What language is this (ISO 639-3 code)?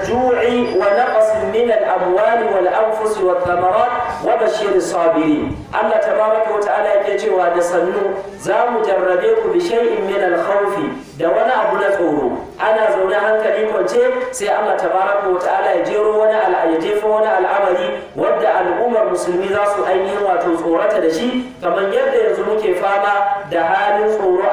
hau